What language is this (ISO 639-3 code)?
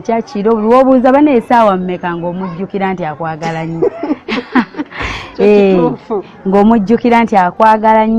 lug